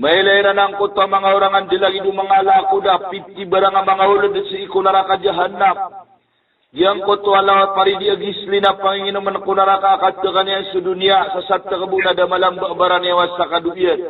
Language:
Maranao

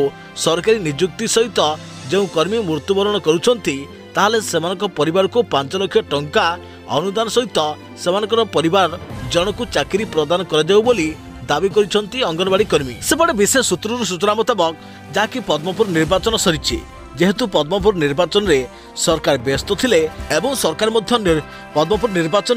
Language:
Odia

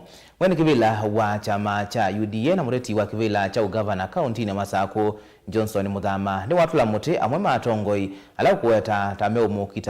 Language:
Kamba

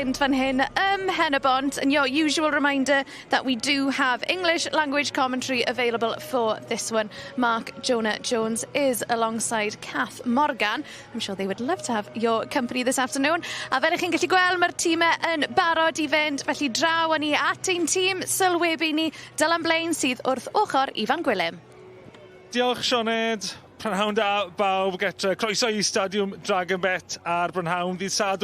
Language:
Welsh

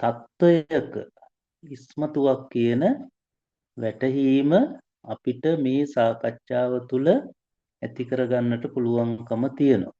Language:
Sinhala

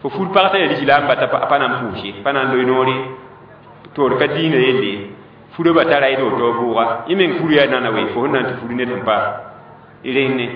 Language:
Mossi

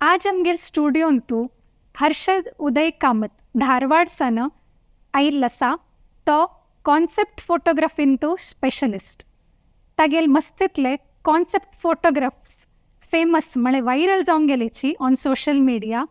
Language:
Konkani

